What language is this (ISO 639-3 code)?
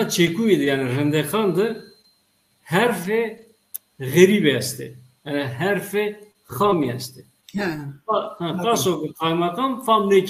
zza